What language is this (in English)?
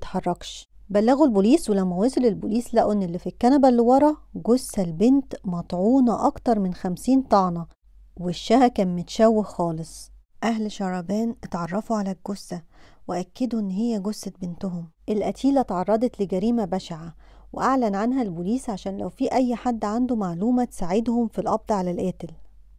Egyptian Arabic